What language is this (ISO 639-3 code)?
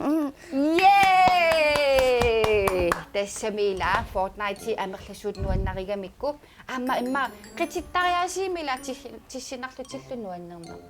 kal